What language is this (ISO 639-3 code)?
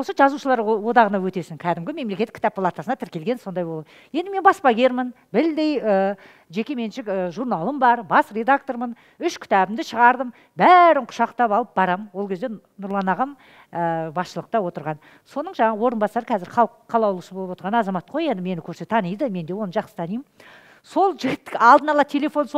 kaz